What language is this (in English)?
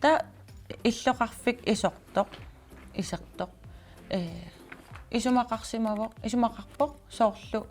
Kalaallisut